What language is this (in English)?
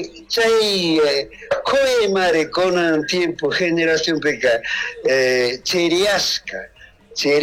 Chimborazo Highland Quichua